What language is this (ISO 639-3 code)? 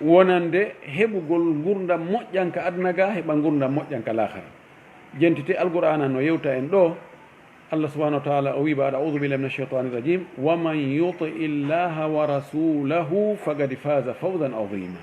ful